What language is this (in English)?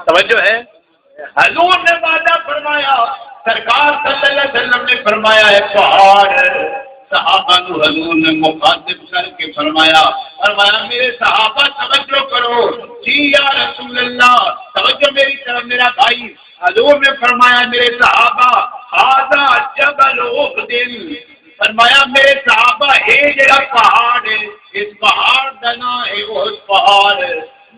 Saraiki